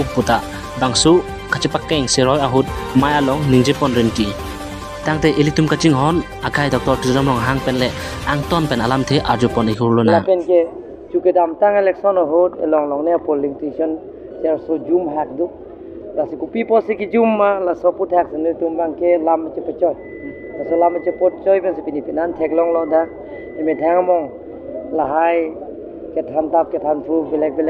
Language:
Karbi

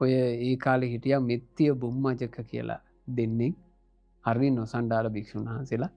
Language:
Sinhala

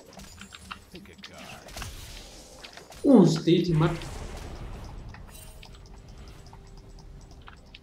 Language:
Vietnamese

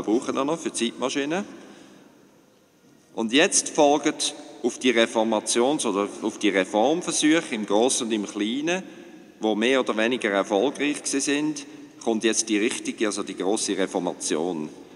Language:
German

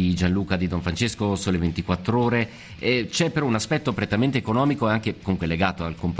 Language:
Italian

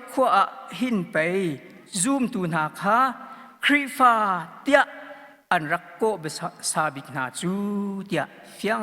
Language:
Hakha Chin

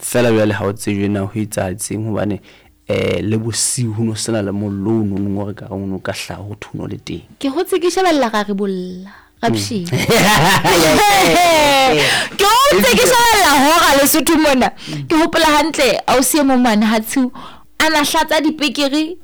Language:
Southern Sotho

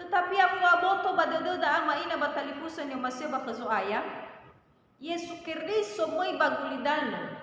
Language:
Nias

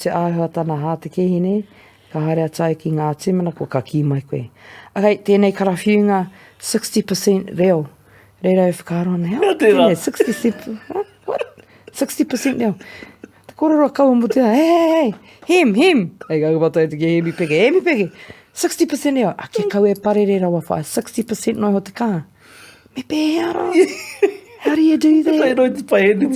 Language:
Māori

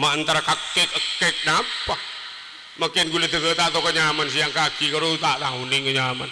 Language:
Madurese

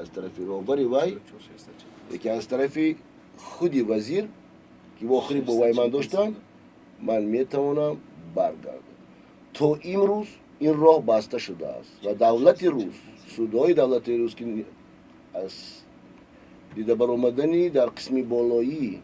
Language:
Tajik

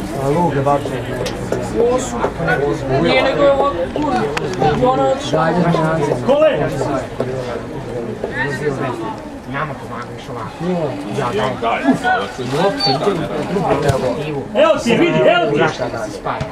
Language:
Serbian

